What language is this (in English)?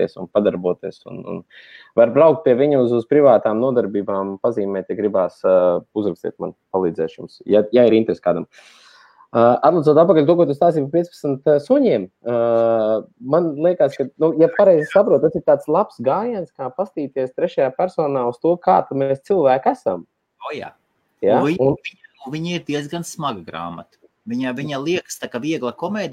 Latvian